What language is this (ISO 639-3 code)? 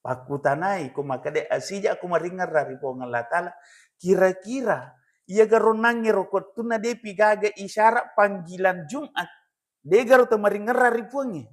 bug